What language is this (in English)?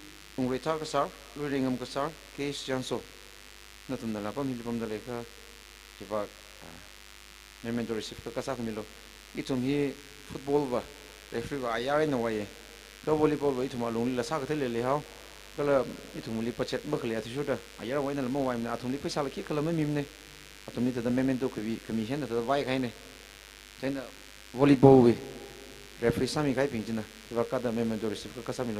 Tangkhul Naga (India)